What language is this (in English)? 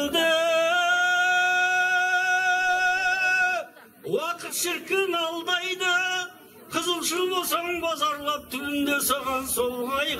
Kazakh